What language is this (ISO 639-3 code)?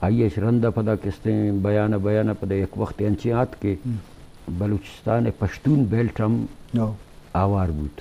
bgp